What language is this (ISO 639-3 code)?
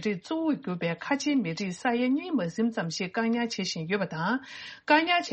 bod